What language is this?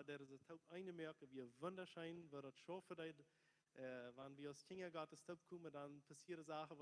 Plautdietsch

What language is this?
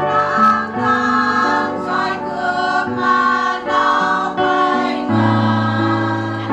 Central Mnong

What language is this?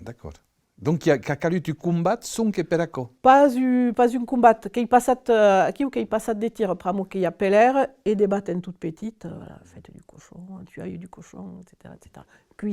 Occitan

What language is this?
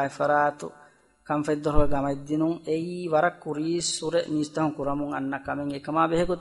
Divehi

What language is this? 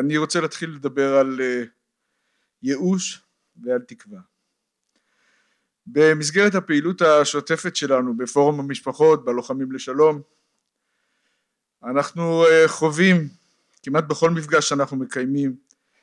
Hebrew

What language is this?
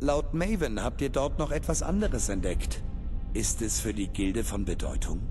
Bavarian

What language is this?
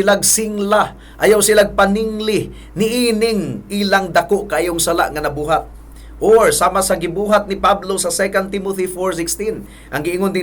Cebuano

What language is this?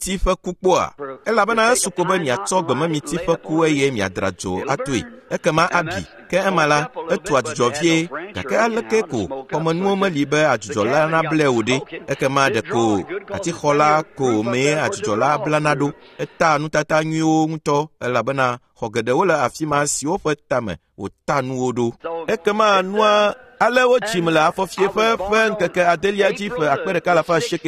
Ewe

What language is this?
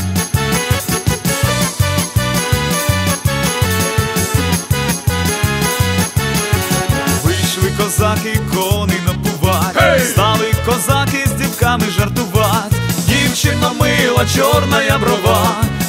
Ukrainian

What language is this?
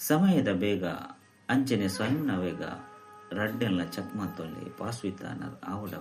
Tulu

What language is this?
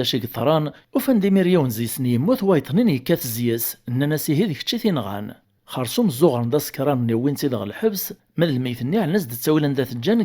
Kabyle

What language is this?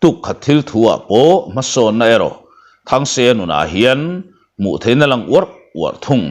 Mizo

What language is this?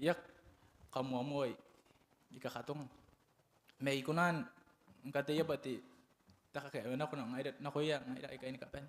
Gilbertese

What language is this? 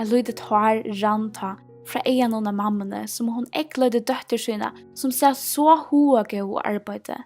Faroese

